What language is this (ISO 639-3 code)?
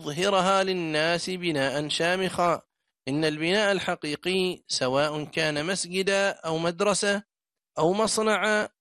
ara